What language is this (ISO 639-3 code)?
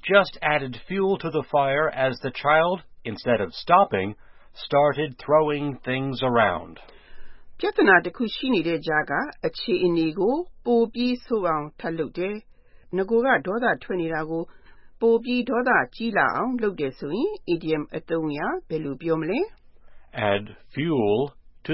mya